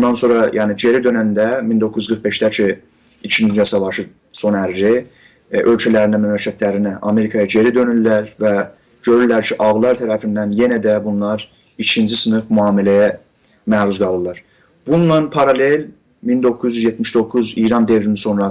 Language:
South Azerbaijani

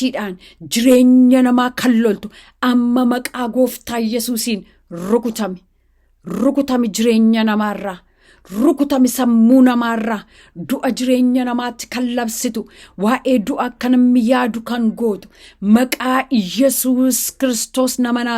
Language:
Oromo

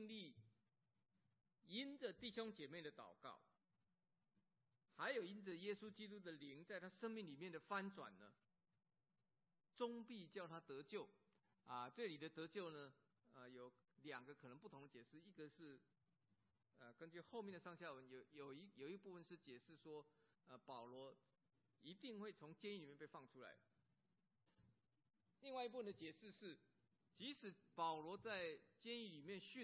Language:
Chinese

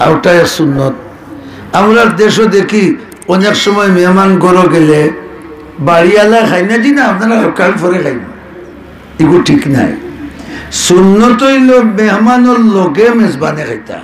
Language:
Sylheti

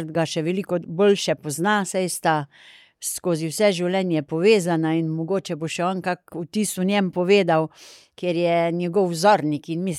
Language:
Slovenian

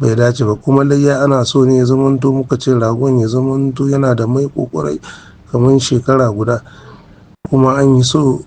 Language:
Hausa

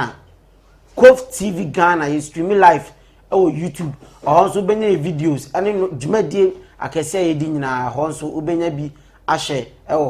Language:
Akan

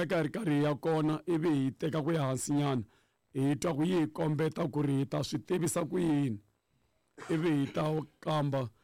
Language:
Tsonga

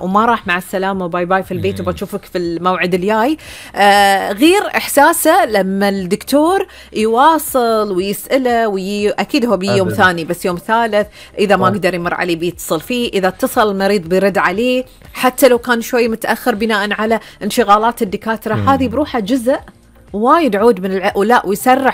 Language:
Gulf Arabic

